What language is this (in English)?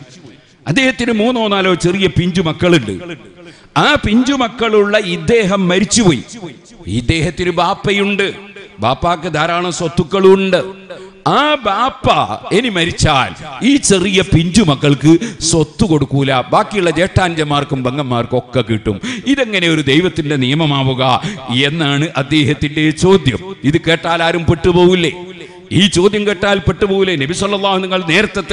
Malayalam